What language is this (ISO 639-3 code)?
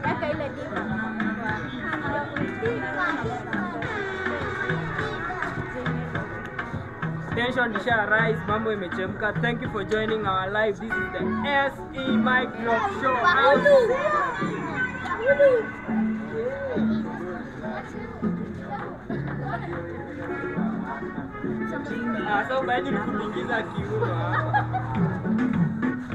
swa